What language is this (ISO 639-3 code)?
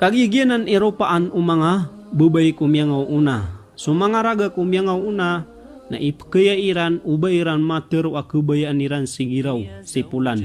mrw